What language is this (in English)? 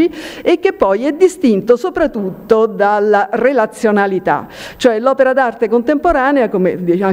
Italian